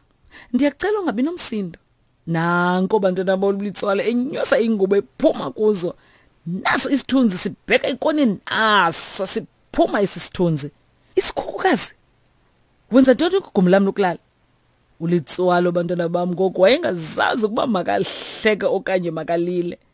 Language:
Xhosa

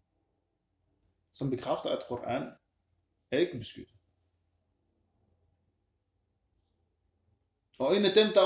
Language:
Danish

